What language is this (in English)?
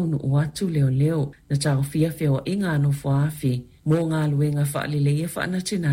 Samoan